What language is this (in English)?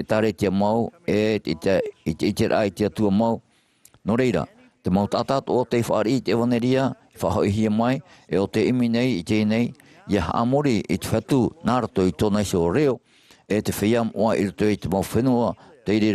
Tahitian